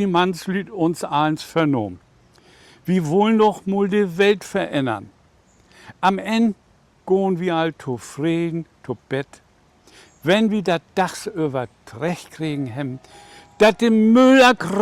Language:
Low German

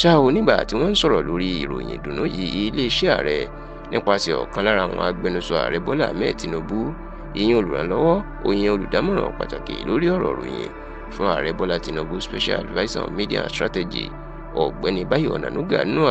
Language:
Yoruba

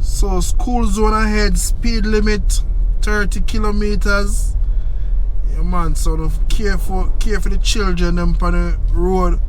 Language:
Jamaican Creole English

